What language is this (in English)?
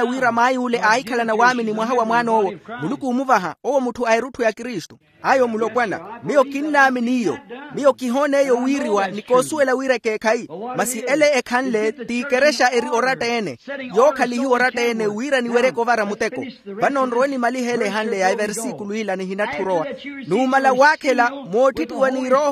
Makhuwa